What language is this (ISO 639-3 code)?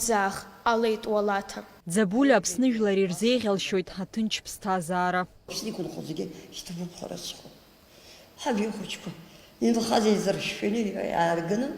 abk